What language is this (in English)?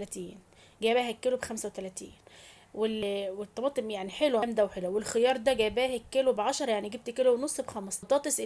Egyptian Arabic